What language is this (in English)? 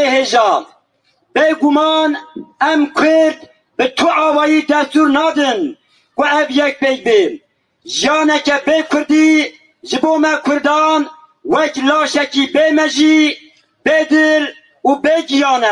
Kurdish